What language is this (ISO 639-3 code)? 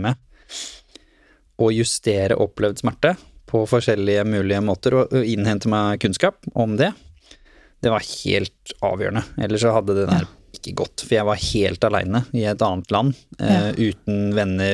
nor